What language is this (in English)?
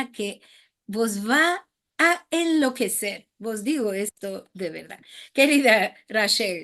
Ladino